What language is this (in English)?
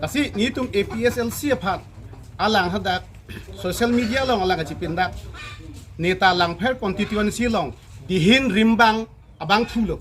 Karbi